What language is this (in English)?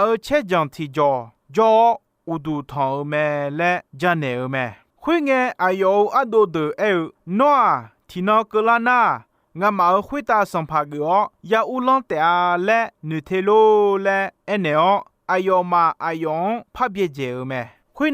Akha